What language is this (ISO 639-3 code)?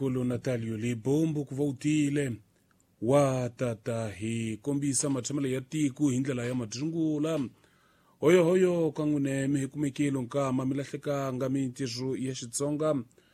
tso